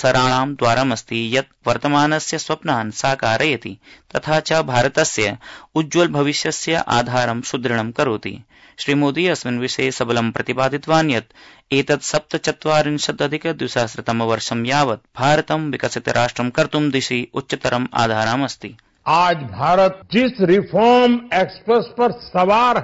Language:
Sanskrit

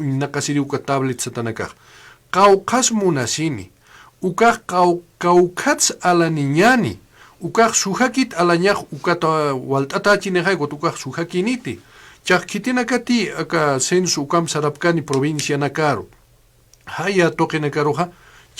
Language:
Aymara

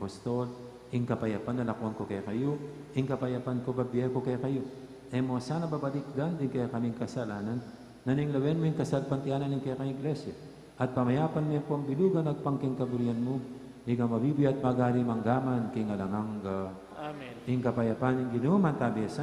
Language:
Pampanga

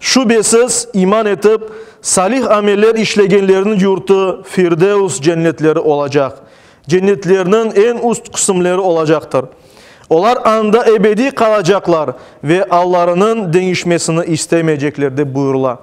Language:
Crimean Tatar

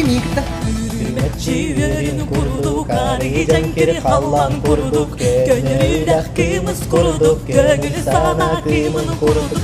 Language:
Yakut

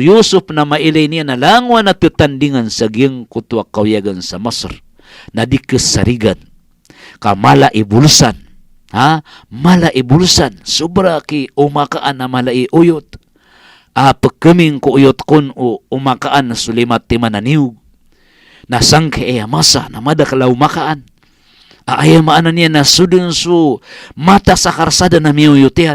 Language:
Maranao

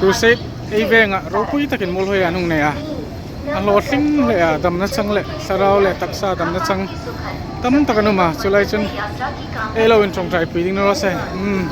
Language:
Hmar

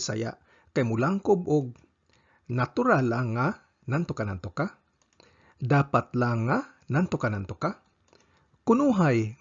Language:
Cebuano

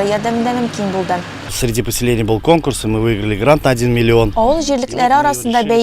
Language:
Tatar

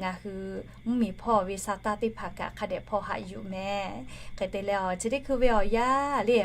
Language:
Lahu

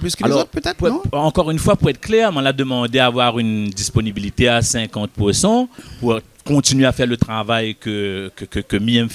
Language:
Réunion Creole French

